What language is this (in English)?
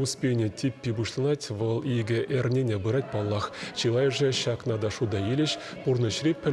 Chuvash